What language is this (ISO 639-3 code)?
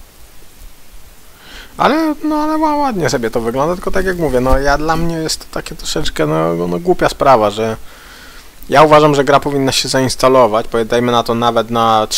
pol